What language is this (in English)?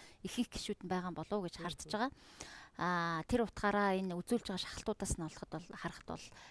Mongolian